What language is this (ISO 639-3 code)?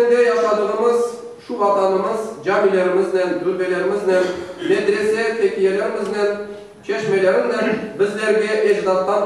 crh